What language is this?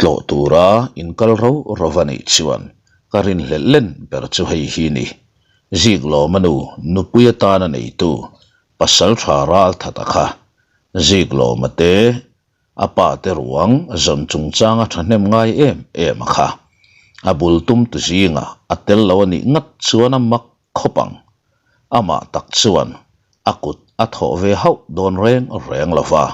Mizo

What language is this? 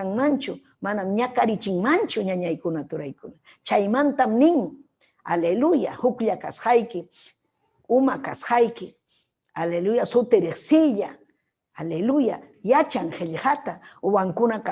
Ayacucho Quechua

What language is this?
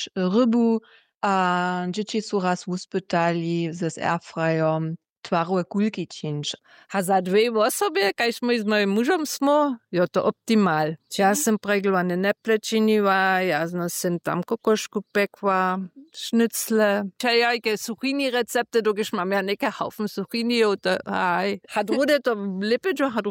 Upper Sorbian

